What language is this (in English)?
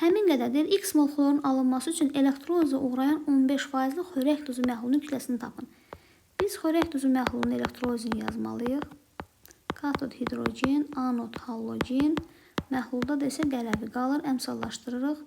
Azerbaijani